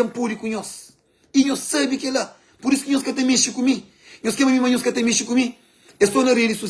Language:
Kabuverdianu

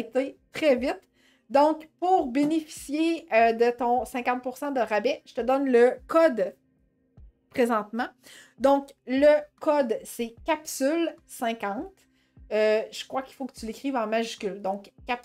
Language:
French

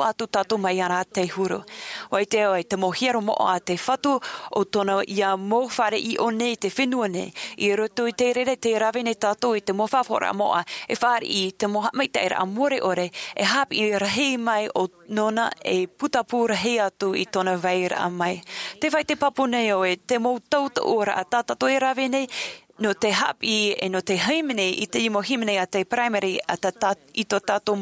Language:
Tahitian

